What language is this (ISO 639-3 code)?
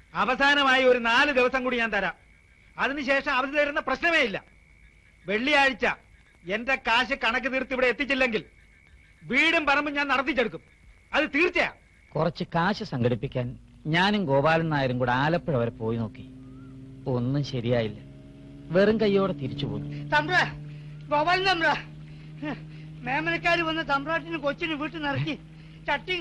mal